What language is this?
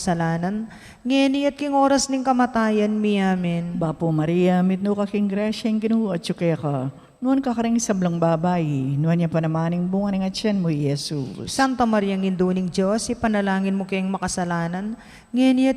Pampanga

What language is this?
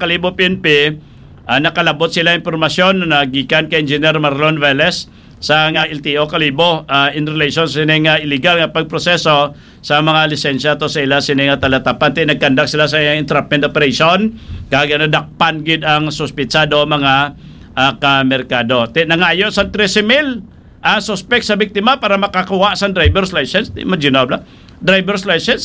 Hiligaynon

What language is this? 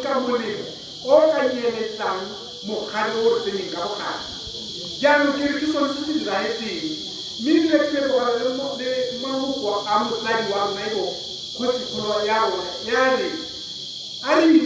Tswana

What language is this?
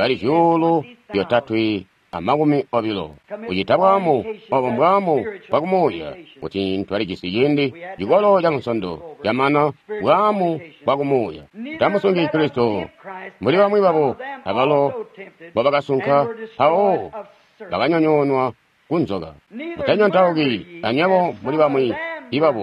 Tonga (Zambia)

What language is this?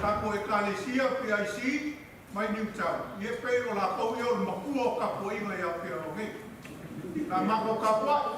Samoan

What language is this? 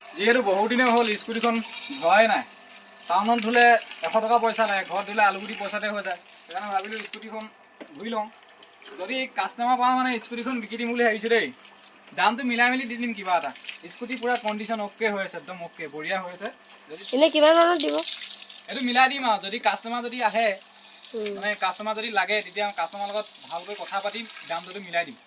Assamese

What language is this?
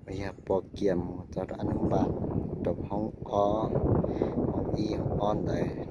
Hmong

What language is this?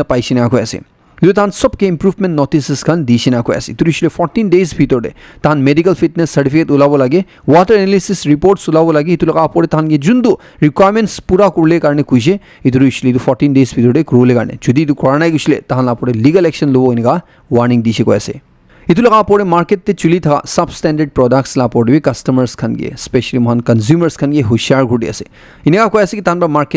Naga Pidgin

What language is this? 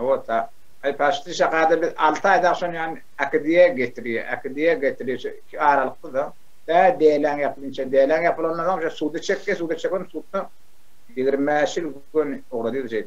Turkmen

